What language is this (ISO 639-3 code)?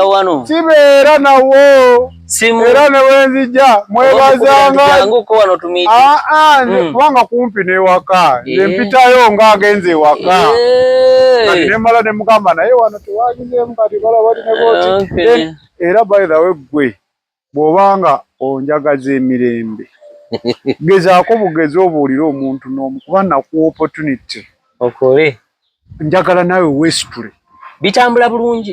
lug